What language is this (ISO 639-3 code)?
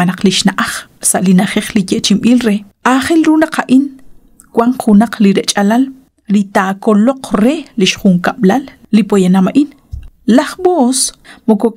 kek